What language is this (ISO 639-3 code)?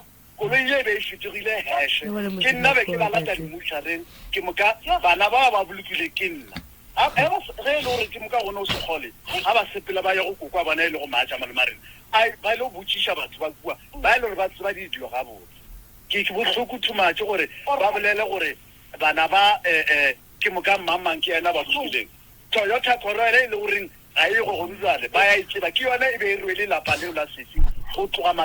nso